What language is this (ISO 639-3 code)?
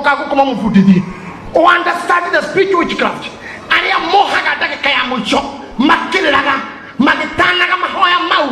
kik